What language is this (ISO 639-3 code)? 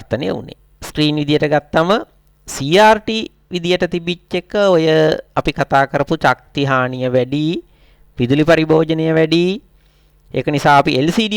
sin